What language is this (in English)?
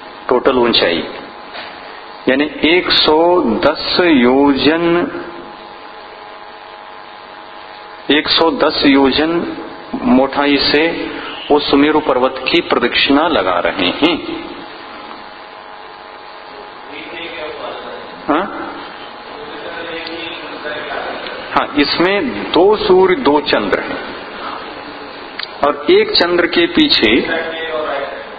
Hindi